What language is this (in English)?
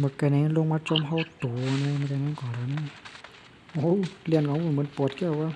Shan